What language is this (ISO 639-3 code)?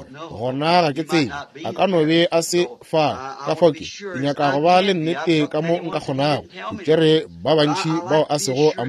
nso